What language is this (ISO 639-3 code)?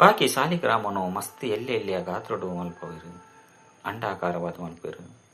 tcy